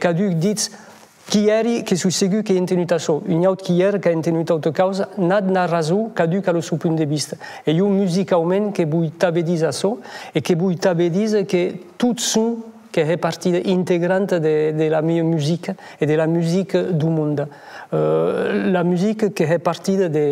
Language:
Occitan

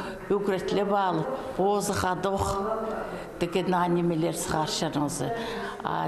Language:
Khakas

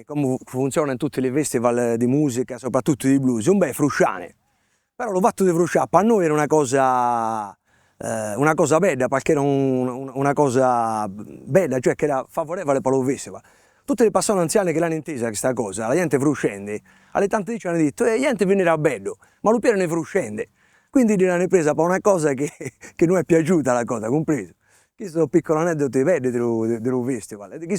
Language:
Sardinian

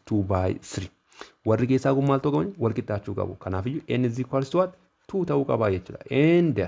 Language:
Oromo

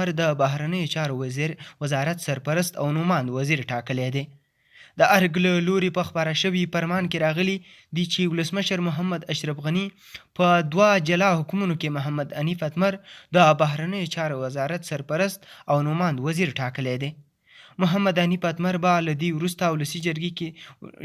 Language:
Pashto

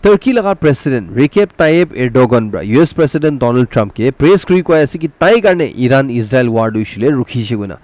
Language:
Naga Pidgin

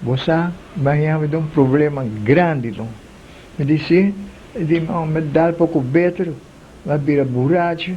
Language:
Papiamento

